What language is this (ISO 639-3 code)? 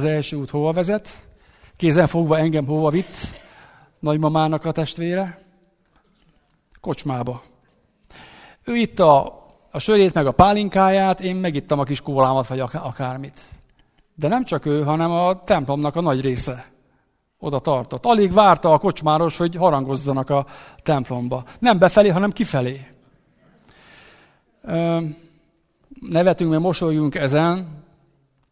hun